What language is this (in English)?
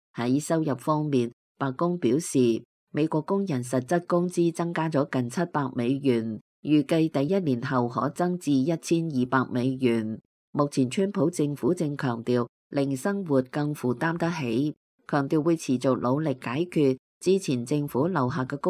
Cantonese